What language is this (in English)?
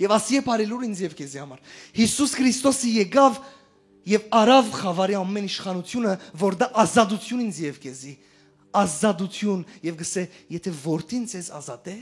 Western Armenian